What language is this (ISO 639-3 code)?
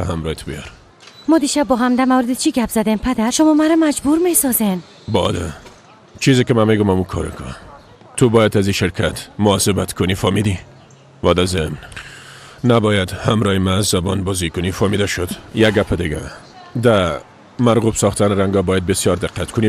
fas